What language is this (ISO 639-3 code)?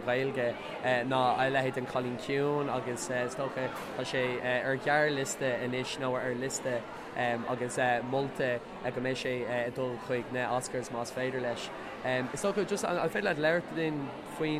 gle